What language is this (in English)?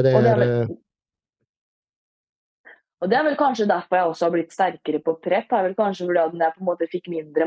Norwegian